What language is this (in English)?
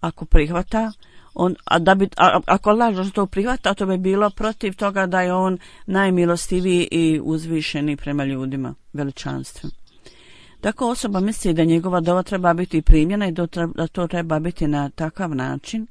Bosnian